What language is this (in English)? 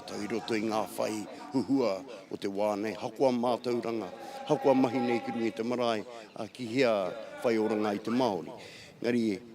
Māori